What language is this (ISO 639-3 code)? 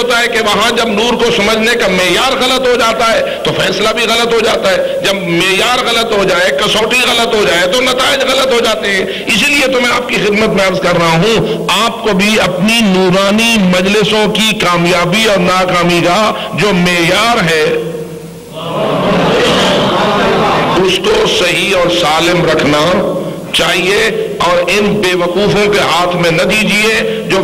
urd